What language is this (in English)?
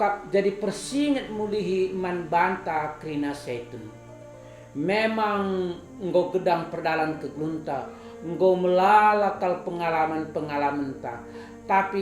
Batak Karo